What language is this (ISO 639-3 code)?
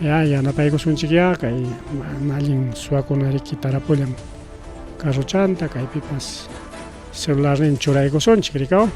quy